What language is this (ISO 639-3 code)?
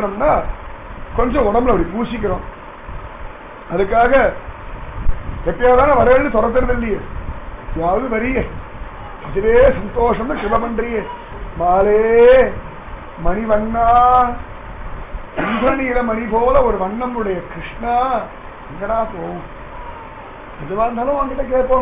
tam